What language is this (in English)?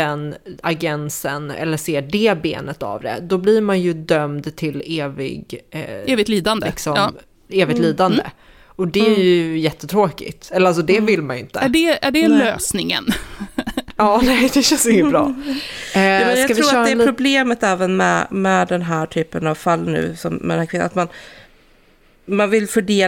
Swedish